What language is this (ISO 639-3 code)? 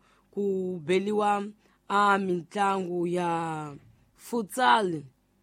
tso